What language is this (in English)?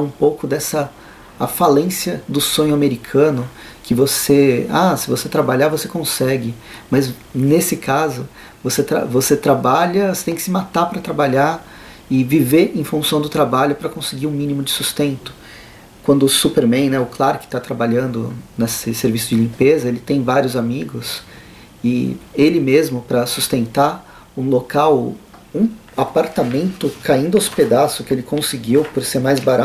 Portuguese